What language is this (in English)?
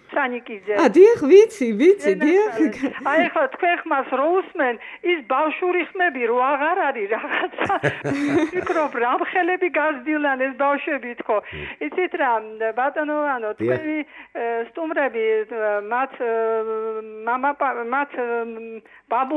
Georgian